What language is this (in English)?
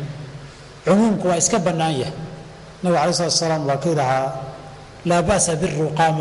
Somali